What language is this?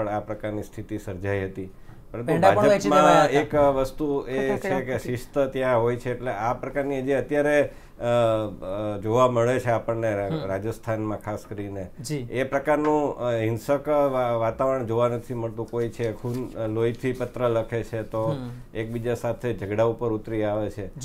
Gujarati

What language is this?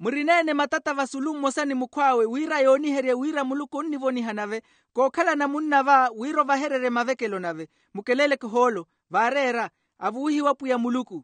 Makhuwa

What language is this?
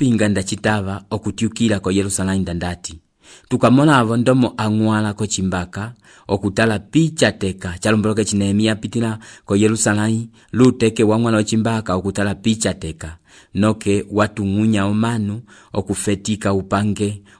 Umbundu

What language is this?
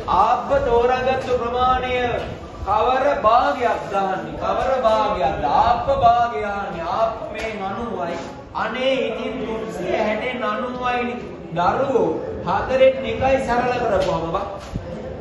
Sinhala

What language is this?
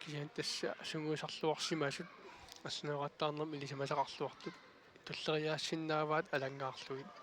Kalaallisut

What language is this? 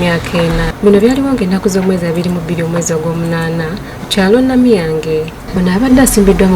Ganda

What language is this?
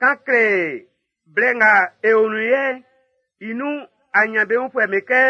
Baoulé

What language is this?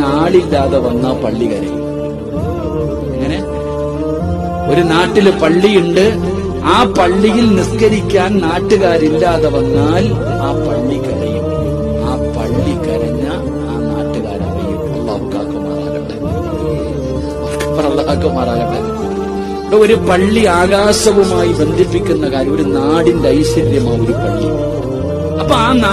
Malayalam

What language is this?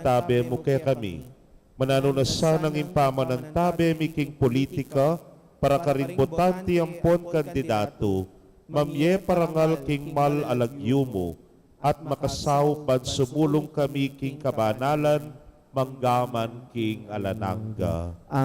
Pampanga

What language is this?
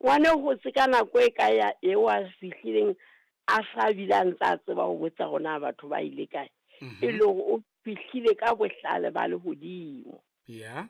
Southern Sotho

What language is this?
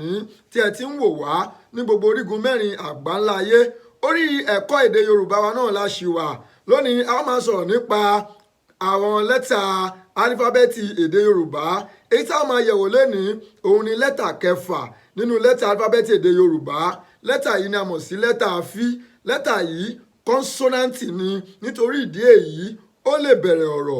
Yoruba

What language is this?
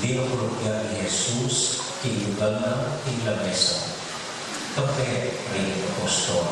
Pampanga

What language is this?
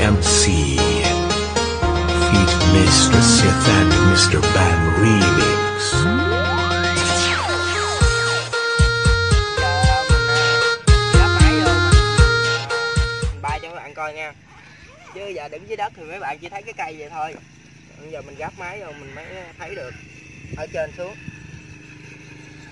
Vietnamese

